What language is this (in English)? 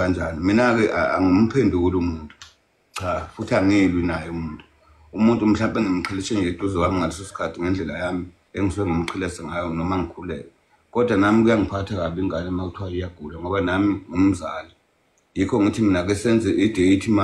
Zulu